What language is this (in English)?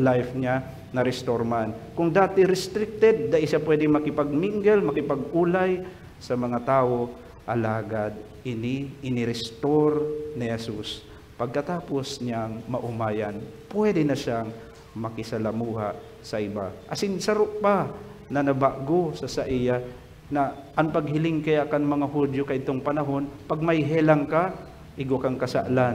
Bikol